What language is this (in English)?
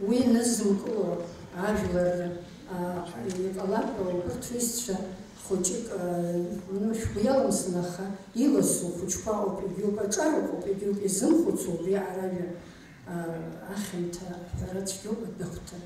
Abkhazian